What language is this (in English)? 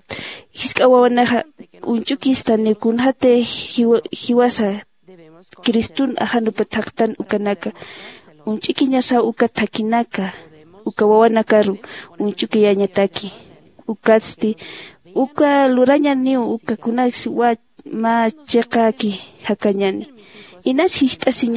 Aymara